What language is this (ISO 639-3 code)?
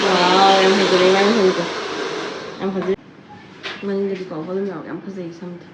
mni